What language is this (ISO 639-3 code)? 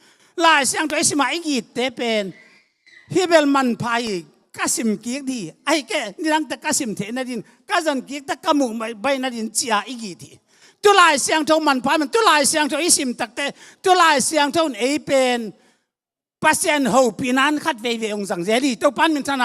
ctd